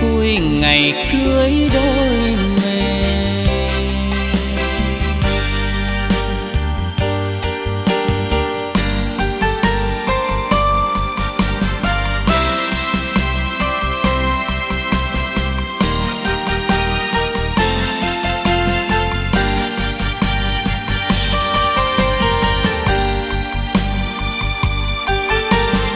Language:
Vietnamese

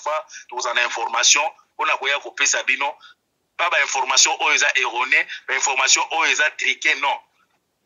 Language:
Lingala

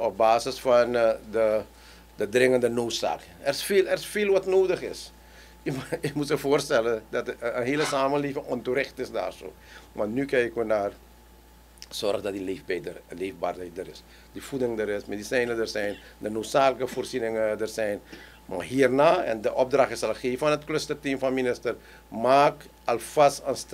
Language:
Dutch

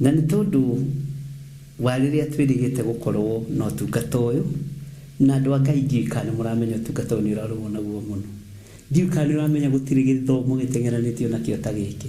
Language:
Kikuyu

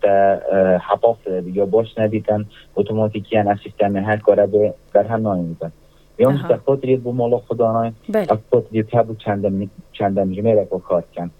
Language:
Kurdish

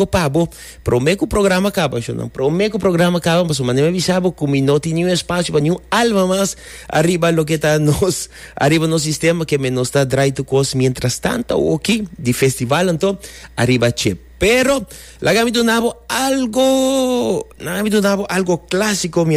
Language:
Papiamento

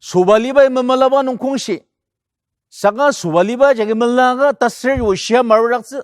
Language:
Ao Naga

